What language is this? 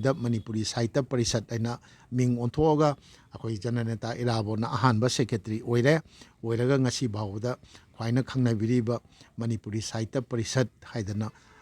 Manipuri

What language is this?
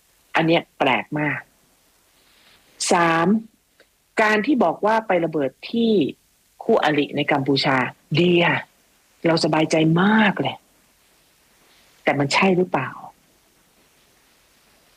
Thai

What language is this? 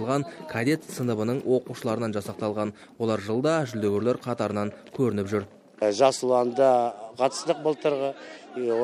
Kazakh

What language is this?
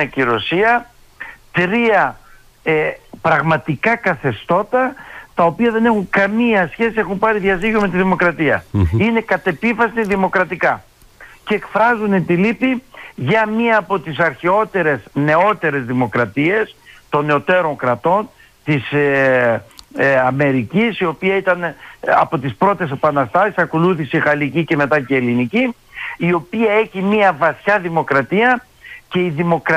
Greek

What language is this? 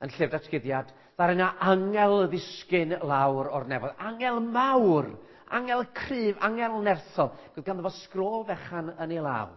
Welsh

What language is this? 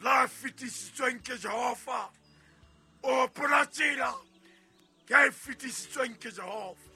Southern Sotho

